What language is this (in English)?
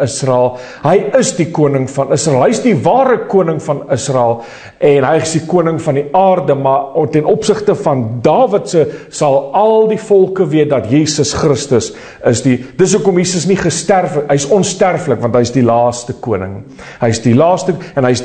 Afrikaans